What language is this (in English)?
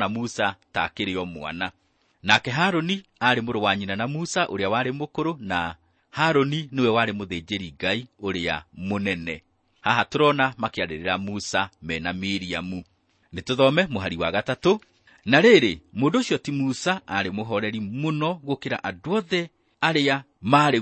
Kikuyu